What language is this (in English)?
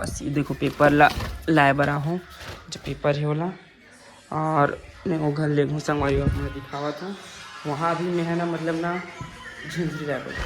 Chhattisgarhi